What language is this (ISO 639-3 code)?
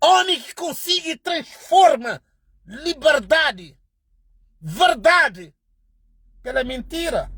kea